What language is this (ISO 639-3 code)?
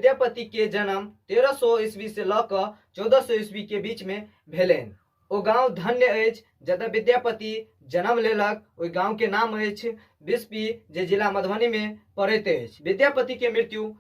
mai